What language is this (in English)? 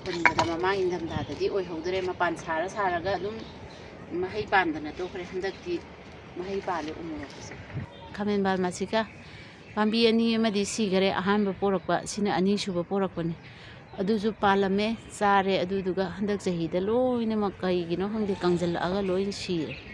Manipuri